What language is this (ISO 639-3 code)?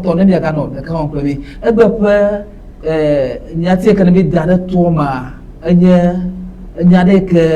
ewe